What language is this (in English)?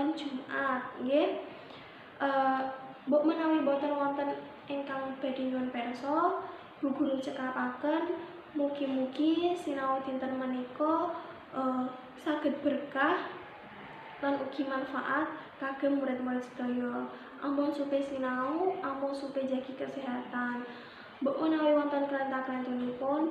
Javanese